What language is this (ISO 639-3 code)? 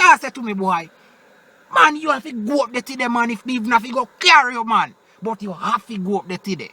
jam